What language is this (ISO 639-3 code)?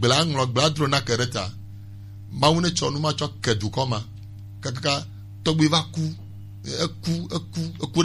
gej